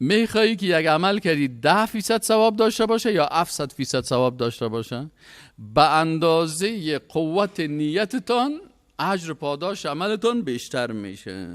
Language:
Persian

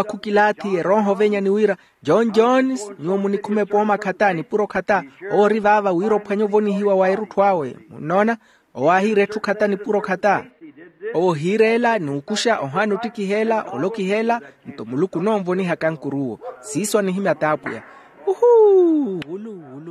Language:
Makhuwa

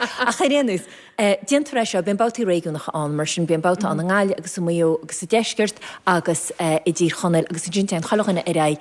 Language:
Irish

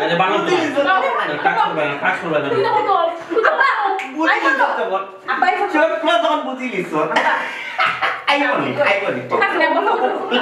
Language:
Sylheti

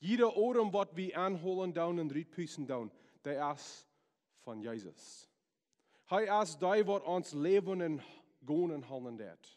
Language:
Plautdietsch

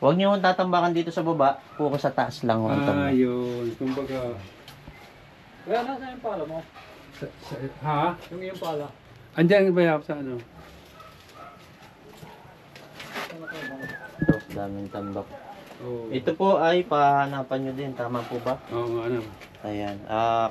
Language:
Filipino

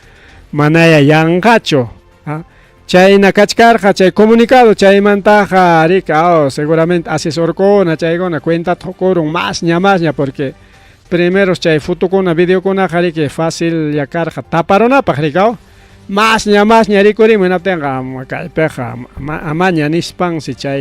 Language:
Ayacucho Quechua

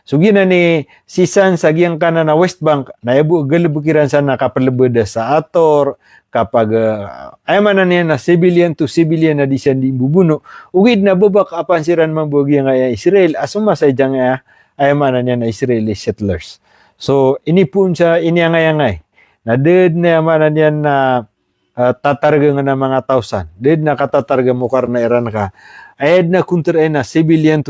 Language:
Maranao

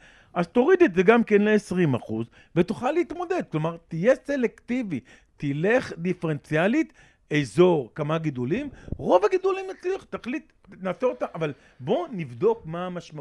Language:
Hebrew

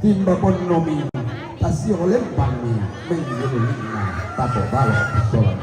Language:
Toraja-Sa'dan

